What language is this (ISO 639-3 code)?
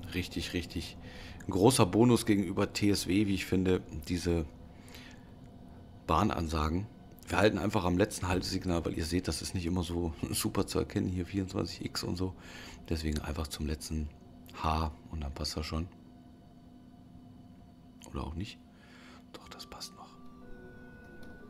deu